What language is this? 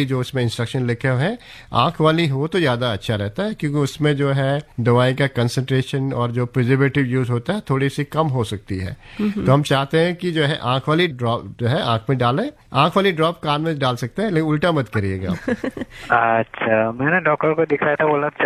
Hindi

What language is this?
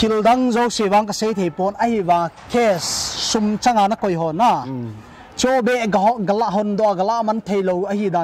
Paite Chin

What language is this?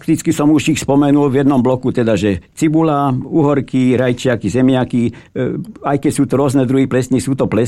Slovak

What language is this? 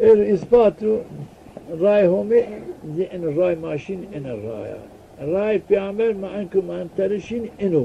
Zaza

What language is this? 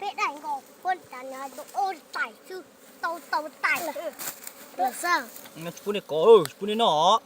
Hmong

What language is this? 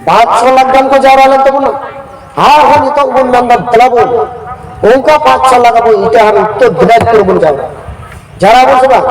Santali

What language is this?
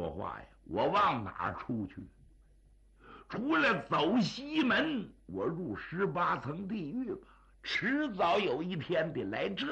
Chinese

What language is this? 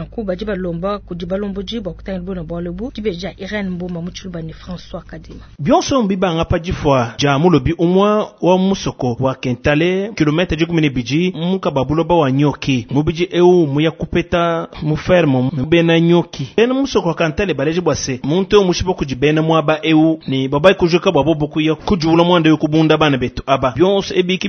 Luba-Lulua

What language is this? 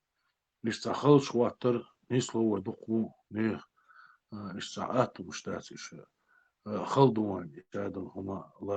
Chechen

